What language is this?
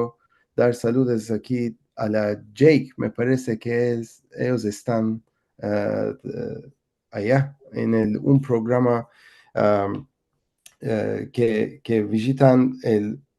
Ladino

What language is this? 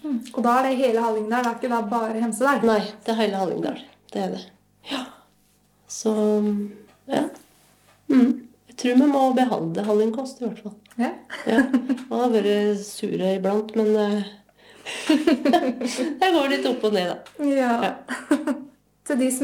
Norwegian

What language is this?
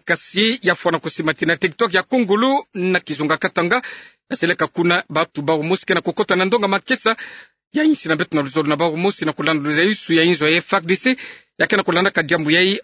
Kituba (Democratic Republic of Congo)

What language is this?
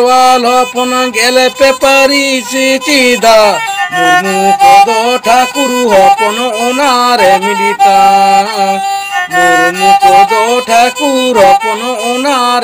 Santali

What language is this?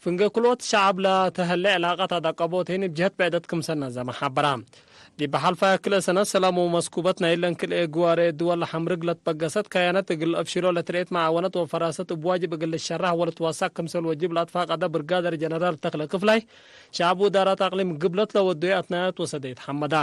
Tigre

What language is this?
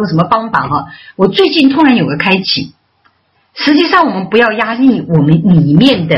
Chinese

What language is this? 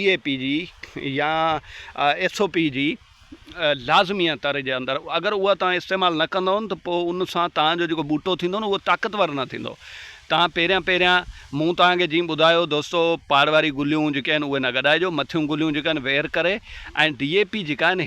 Sindhi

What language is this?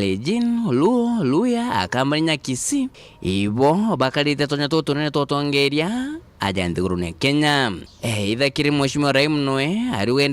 Meru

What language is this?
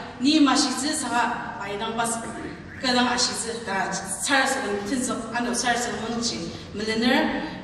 Ao Naga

